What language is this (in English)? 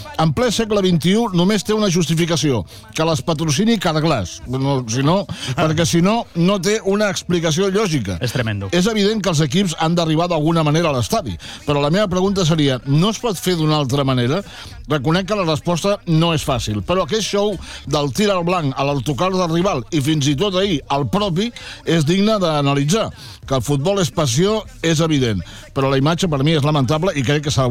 Catalan